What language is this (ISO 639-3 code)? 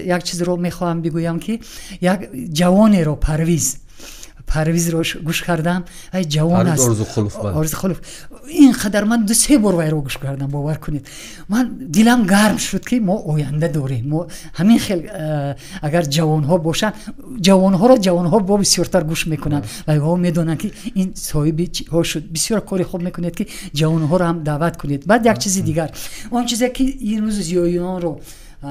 tgk